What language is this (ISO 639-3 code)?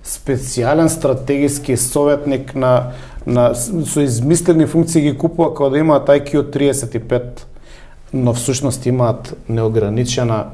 mkd